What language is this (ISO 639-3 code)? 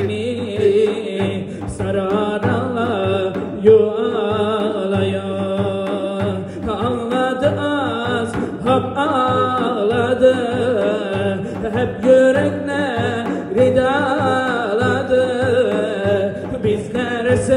tur